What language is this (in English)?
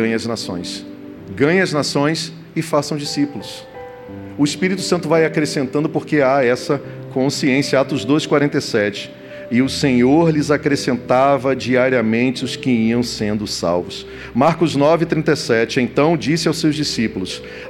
Portuguese